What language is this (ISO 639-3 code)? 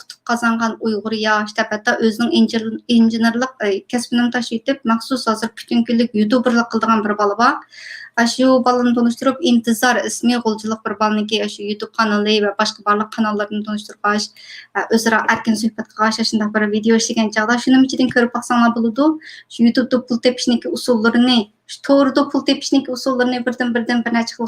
uig